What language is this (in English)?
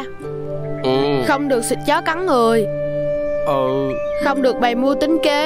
Vietnamese